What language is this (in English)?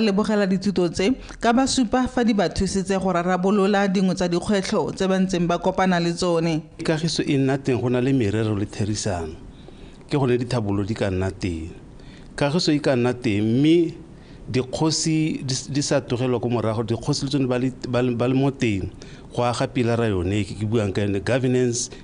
Tswana